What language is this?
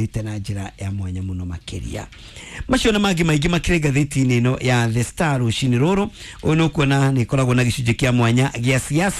Kikuyu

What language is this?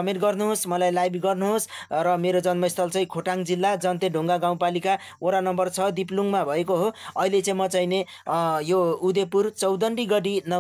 Nepali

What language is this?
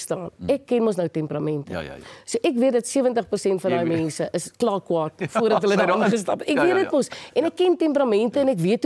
Afrikaans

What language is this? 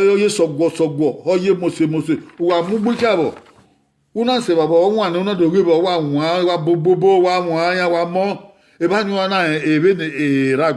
Bini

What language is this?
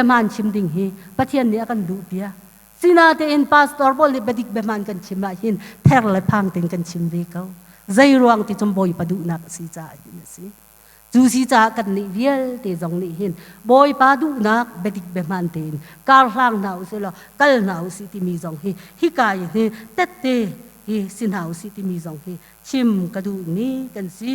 Hakha Chin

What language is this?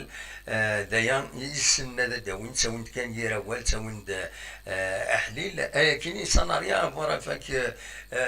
Kabyle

